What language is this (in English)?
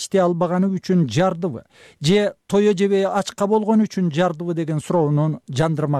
Kyrgyz